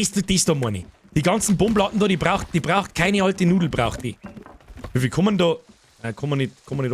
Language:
Bavarian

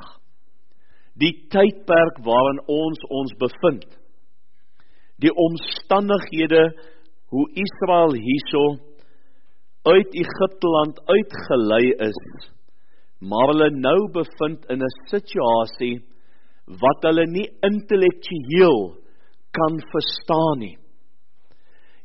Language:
Afrikaans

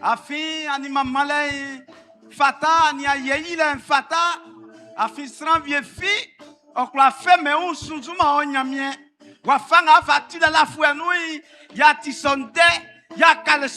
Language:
Baoulé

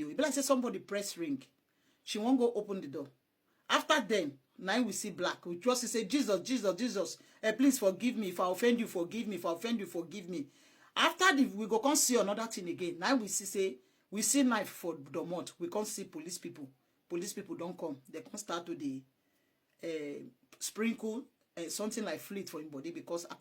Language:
Nigerian Pidgin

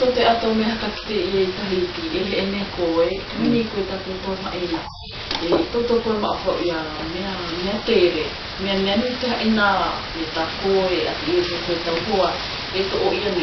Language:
South Marquesan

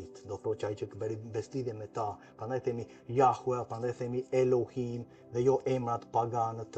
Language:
Albanian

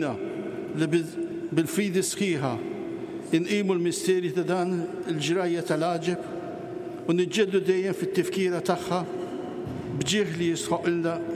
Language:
Maltese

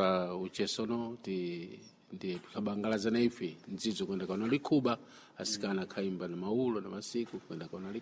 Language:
Sena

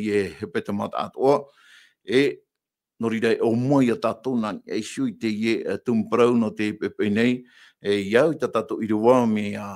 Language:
Tahitian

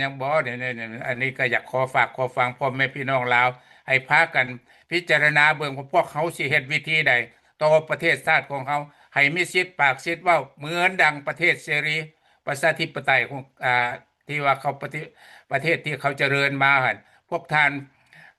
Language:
Lao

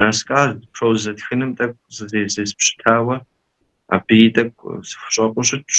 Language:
Kabardian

